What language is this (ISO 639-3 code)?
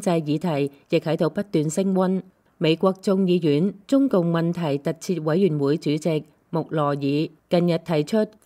yue